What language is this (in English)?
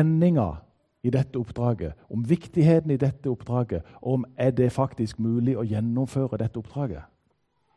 Norwegian